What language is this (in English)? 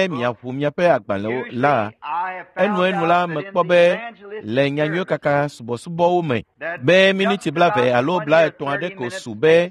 Ewe